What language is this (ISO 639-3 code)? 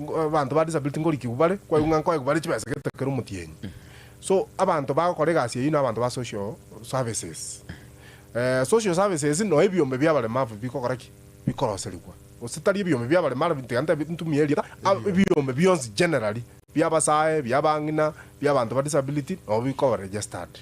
guz